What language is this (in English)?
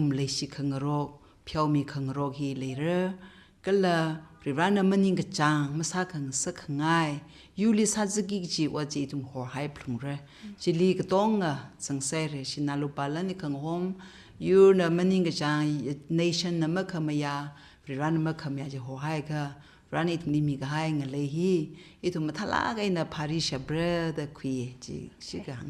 Tangkhul Naga (India)